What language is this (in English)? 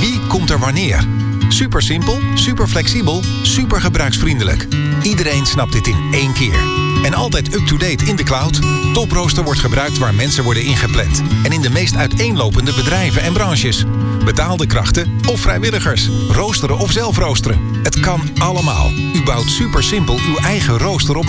Dutch